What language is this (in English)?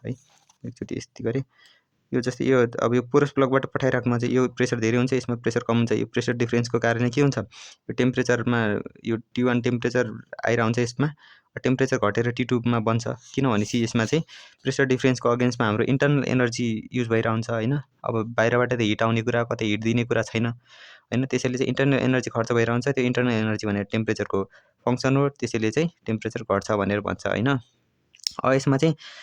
Nepali